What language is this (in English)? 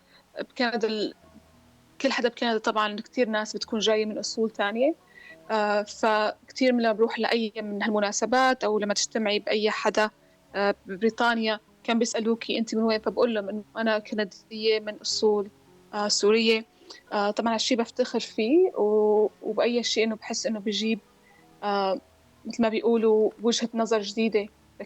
North Levantine Arabic